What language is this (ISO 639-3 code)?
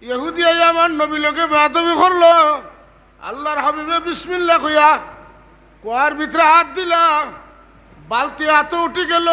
syl